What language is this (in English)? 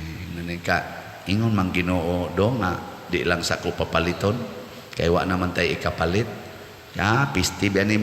Cebuano